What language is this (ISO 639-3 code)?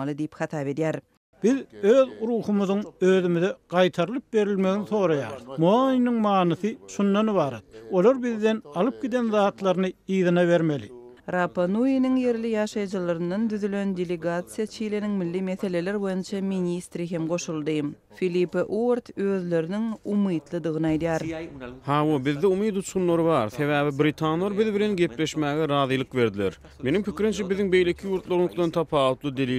tuk